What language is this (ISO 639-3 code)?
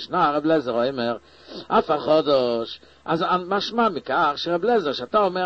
heb